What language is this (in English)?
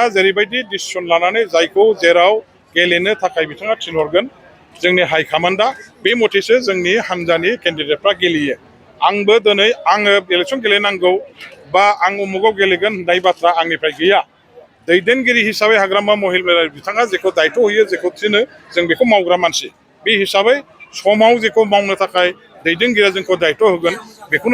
Bodo